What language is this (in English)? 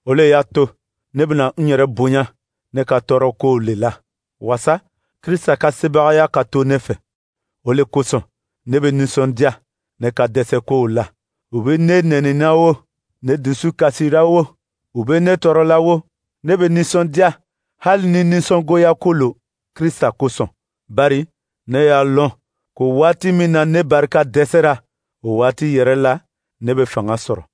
Dyula